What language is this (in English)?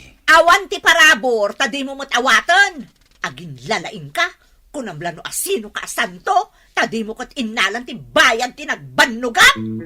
Iloko